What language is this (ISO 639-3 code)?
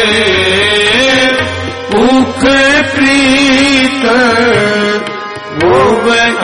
pan